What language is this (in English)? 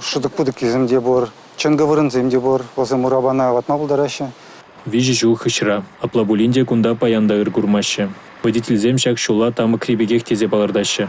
Chuvash